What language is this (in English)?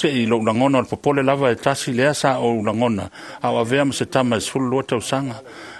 Samoan